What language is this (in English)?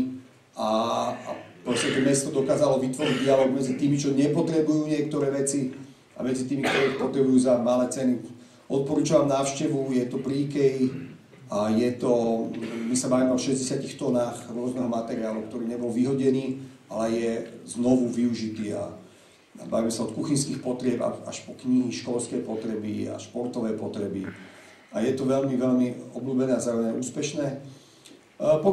Slovak